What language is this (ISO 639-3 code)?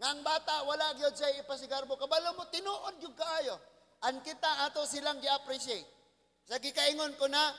ceb